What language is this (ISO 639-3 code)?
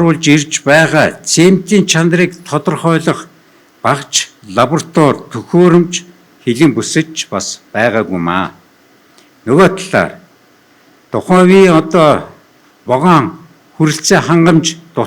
mon